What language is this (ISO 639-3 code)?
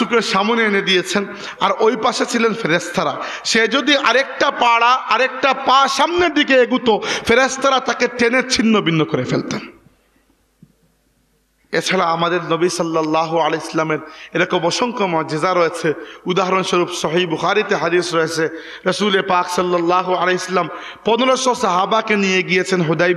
ben